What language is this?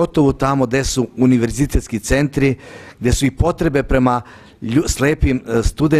Serbian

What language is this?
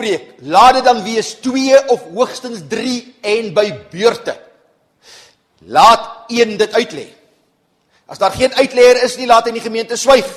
Afrikaans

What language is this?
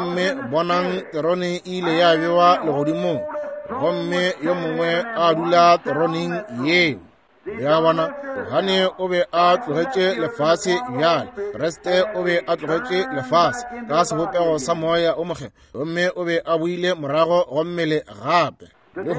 Northern Sotho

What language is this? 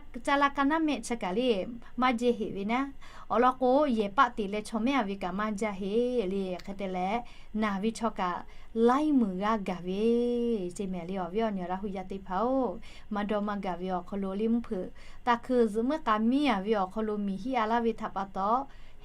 Lahu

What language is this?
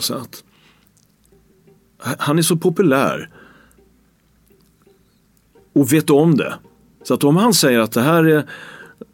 Swedish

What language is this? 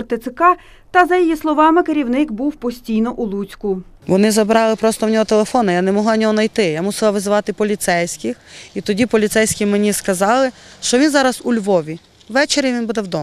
Ukrainian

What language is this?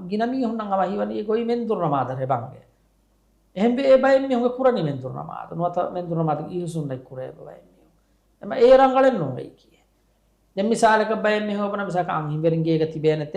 Divehi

